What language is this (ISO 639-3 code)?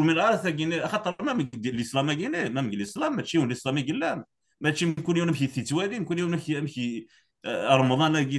kab